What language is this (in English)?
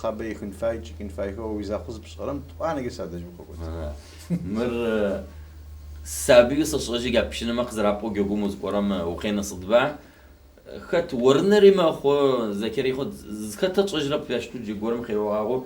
Adyghe